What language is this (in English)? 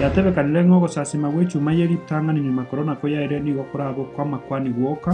Gusii